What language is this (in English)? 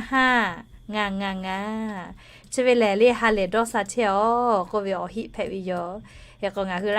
Lahu